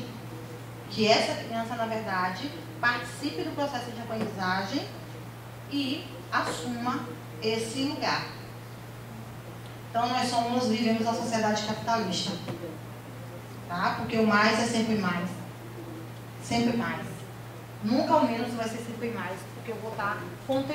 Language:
Portuguese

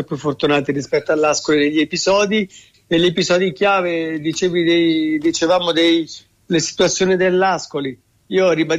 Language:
Italian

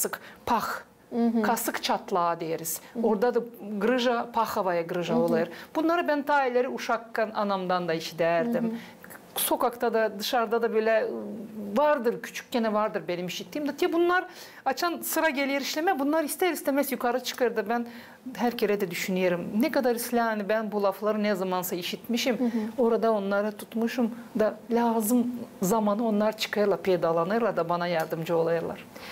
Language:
Gagauz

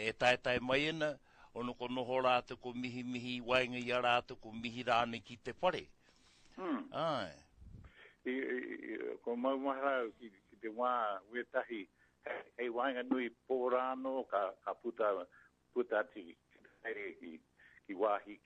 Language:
Māori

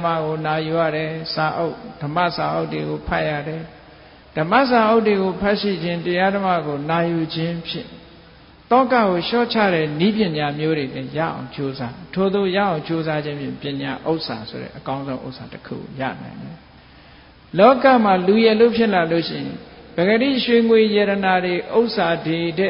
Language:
Burmese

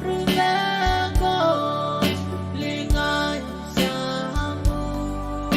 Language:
Pohnpeian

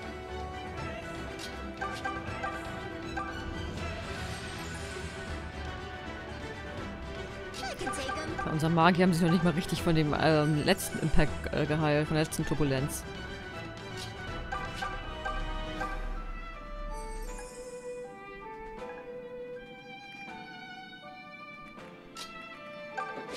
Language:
German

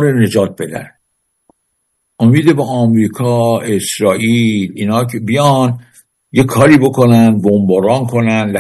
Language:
Persian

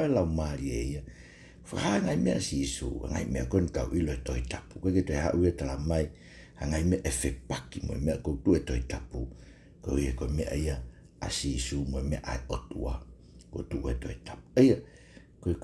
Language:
Tongan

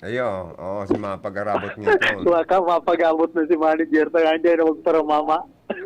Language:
Bikol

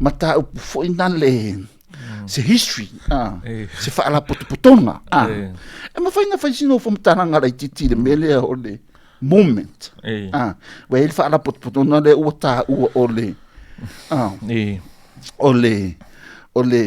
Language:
Samoan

